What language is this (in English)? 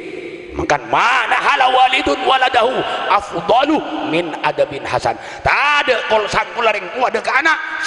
Madurese